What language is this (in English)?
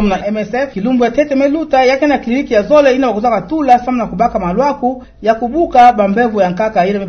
Kituba (Democratic Republic of Congo)